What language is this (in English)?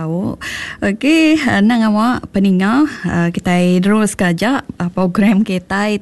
Iban